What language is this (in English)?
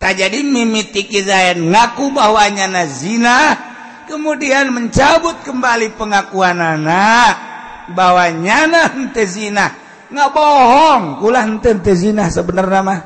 Sundanese